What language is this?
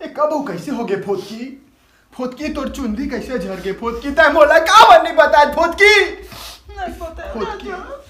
Chhattisgarhi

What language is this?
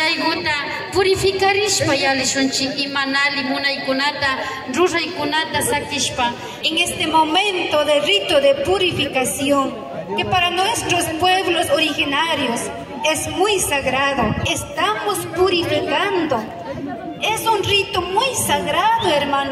Imbabura Highland Quichua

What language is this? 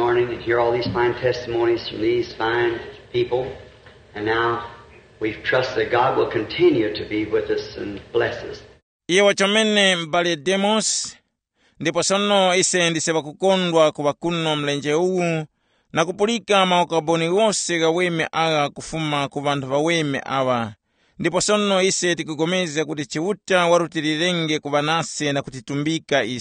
Tumbuka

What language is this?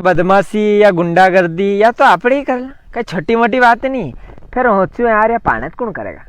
Rajasthani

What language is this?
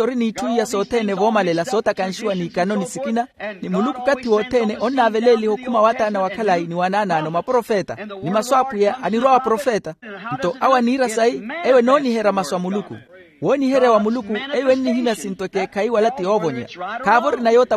Makhuwa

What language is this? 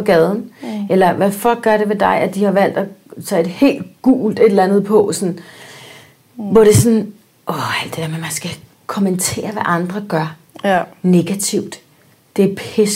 Danish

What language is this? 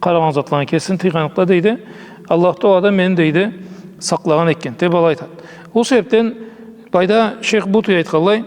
Karachay-Balkar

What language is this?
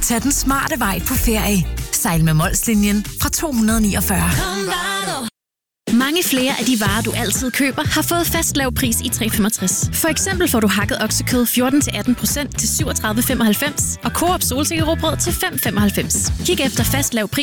Danish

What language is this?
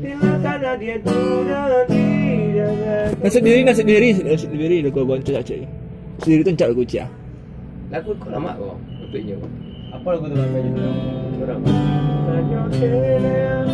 Minangkabau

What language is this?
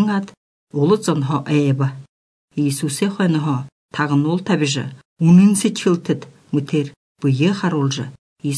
Belarusian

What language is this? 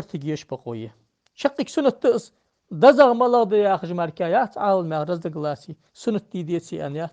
Ingush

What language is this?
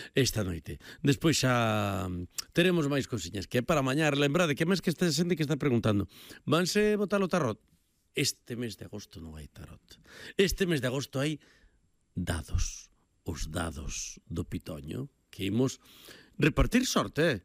Galician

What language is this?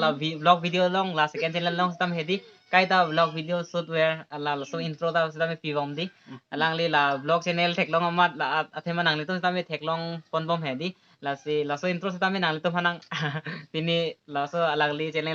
Karbi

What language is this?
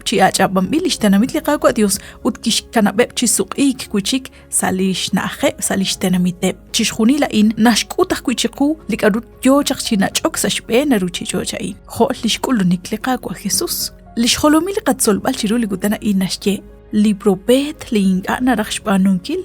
Kekchí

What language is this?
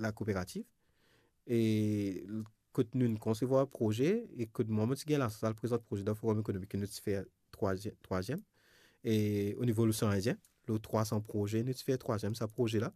Morisyen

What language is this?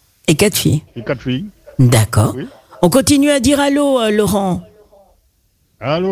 French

